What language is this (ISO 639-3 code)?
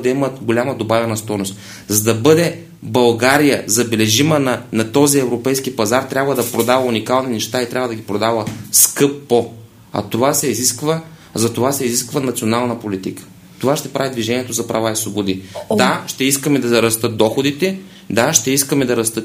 bul